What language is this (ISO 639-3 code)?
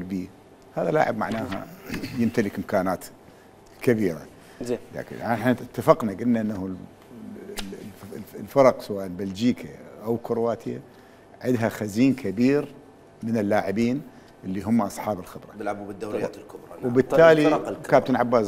acm